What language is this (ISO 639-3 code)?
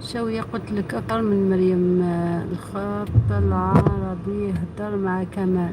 arq